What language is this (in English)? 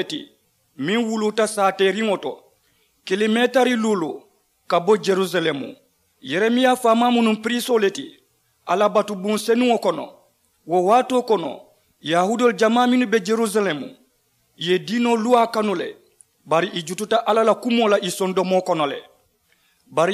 Mandingo